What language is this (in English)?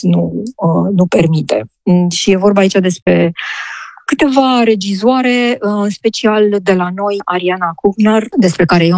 Romanian